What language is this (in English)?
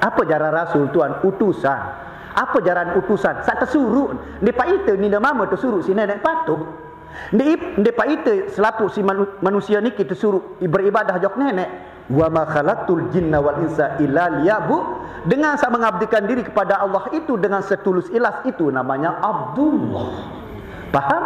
Sasak